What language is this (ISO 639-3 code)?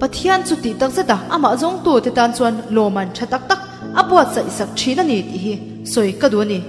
lus